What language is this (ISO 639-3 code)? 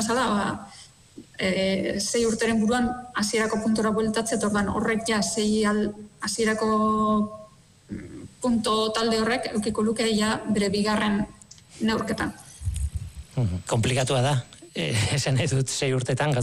eus